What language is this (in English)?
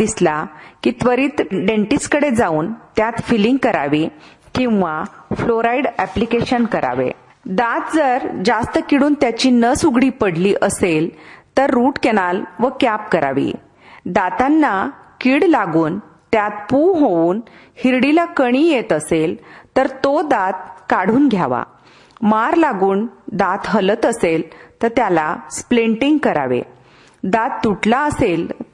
Marathi